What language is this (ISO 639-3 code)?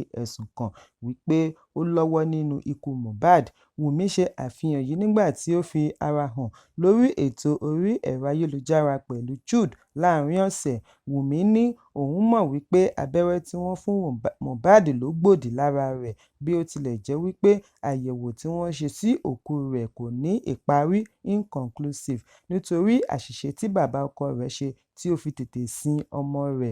yor